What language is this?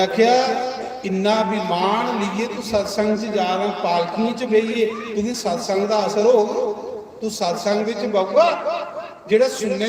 Dogri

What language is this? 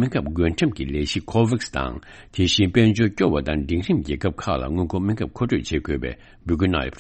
Tibetan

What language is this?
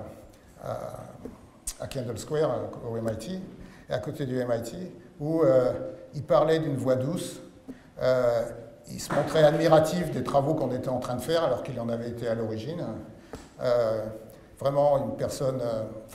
French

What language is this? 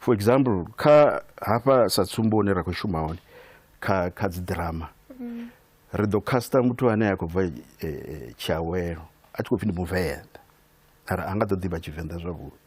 Venda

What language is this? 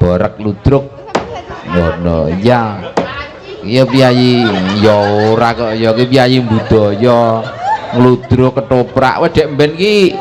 Javanese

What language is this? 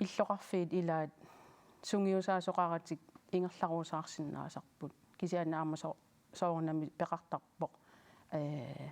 Kalaallisut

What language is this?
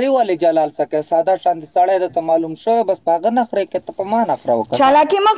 Pashto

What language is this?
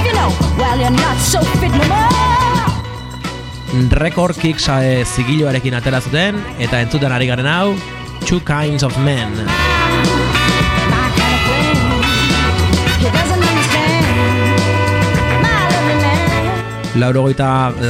Basque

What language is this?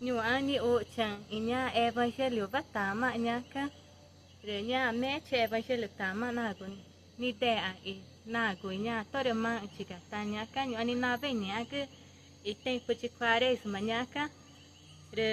Ticuna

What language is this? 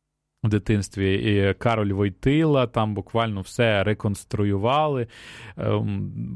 Ukrainian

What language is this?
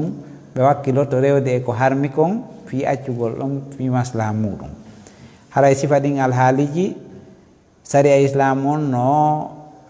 Fula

